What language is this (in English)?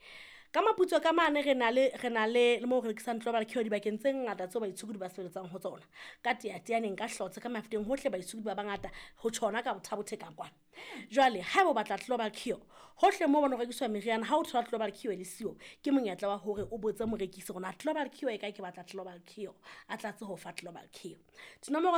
Southern Sotho